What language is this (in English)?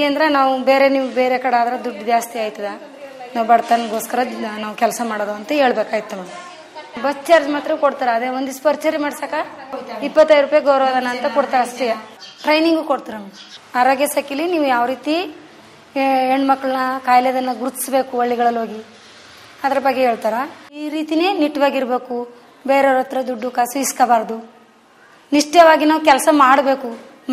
Kannada